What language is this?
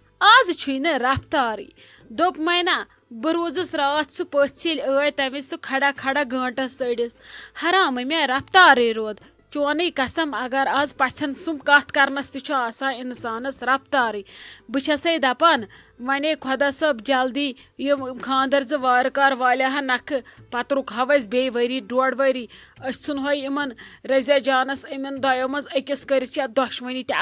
Kashmiri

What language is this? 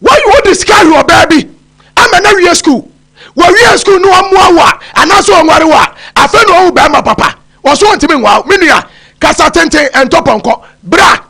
Akan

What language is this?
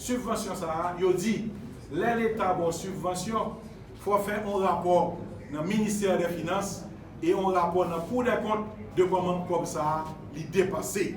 Haitian Creole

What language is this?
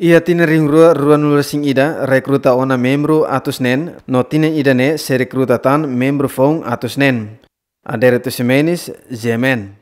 Tetum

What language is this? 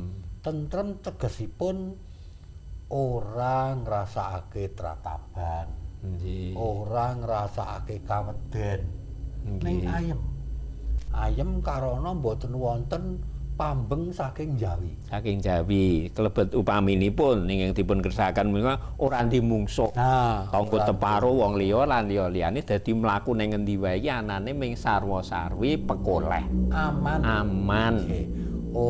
Javanese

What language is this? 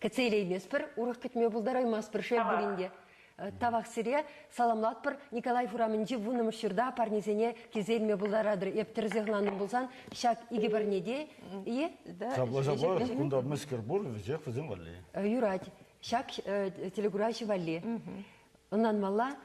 Chuvash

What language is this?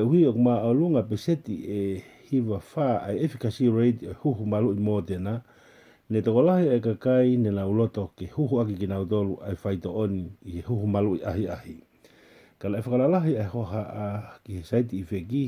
Tongan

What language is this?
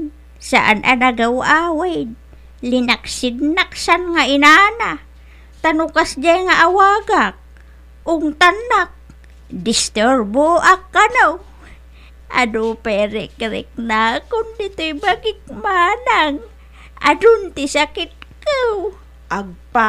Iloko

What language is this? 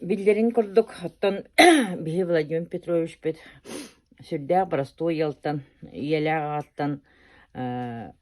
Yakut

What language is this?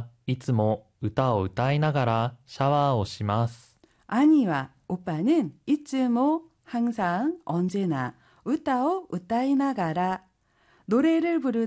Korean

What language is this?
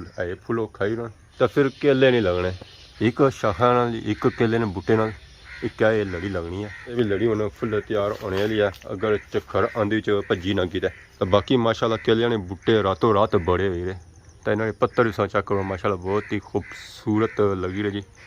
Pahari-Potwari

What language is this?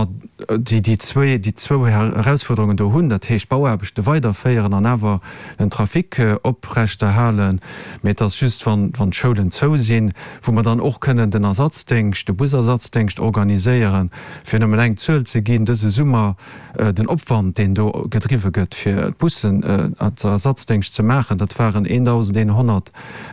Luxembourgish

